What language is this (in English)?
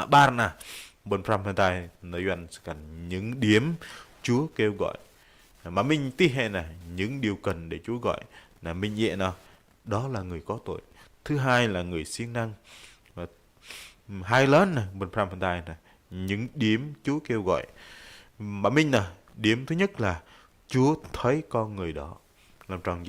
Bahnar